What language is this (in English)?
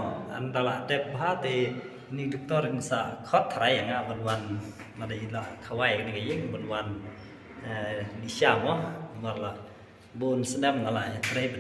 Khasi